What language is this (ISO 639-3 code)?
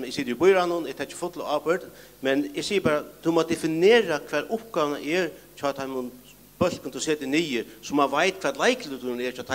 fao